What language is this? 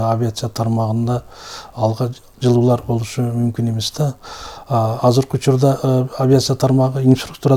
Kyrgyz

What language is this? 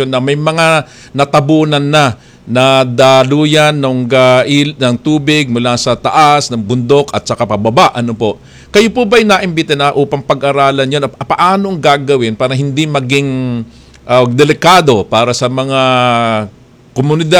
Filipino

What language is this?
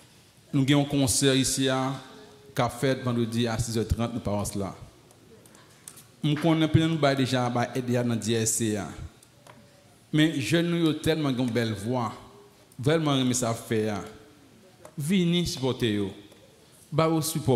French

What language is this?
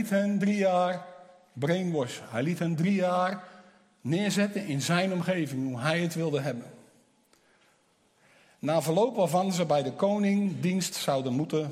Dutch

